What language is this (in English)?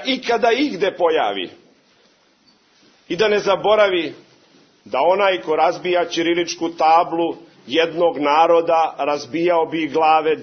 Serbian